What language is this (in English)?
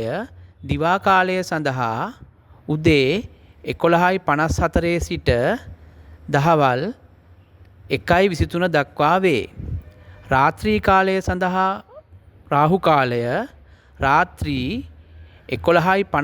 Sinhala